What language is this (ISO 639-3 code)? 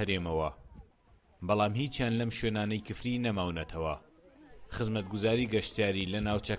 ckb